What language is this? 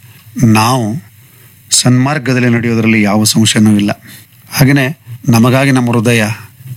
Kannada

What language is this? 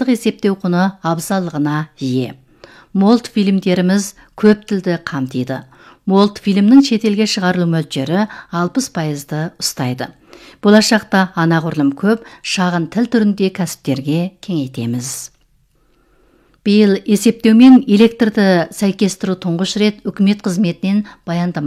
Kazakh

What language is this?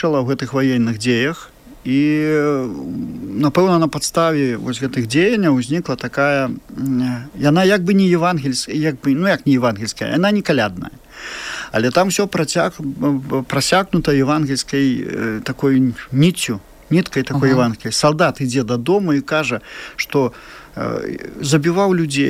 Belarusian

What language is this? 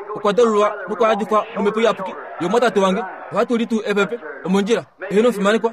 Kuanyama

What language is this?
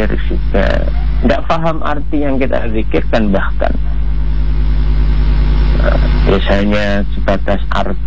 Indonesian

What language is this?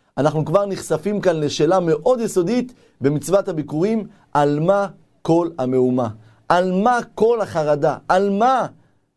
Hebrew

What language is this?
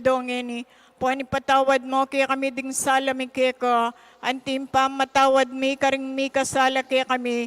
Pampanga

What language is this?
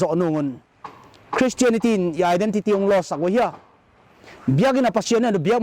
Paite Chin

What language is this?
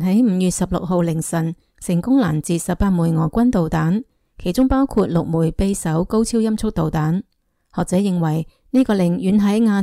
Cantonese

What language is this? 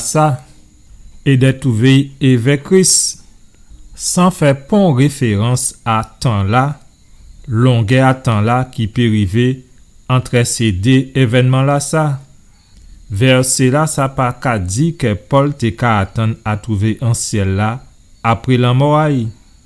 Guadeloupean Creole French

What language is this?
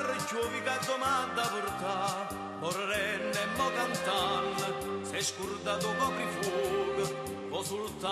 Neapolitan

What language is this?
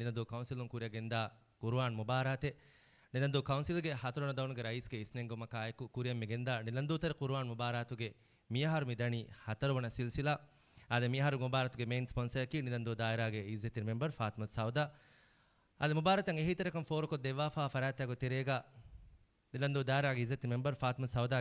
Divehi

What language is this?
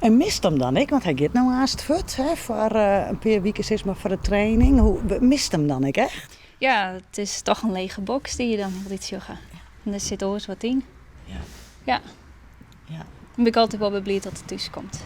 Western Frisian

